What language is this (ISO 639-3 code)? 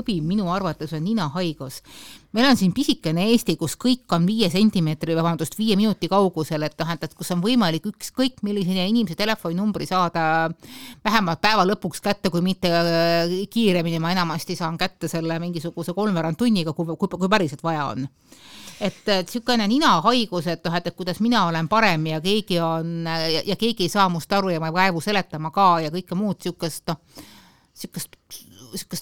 est